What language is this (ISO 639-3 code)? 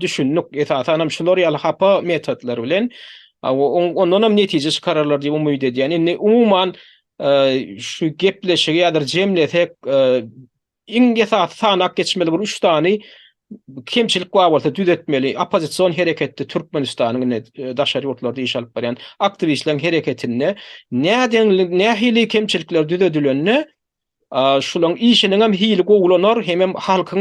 tuk